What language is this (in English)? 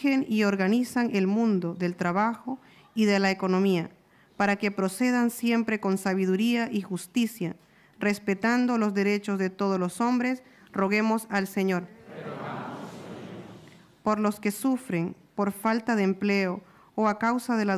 Spanish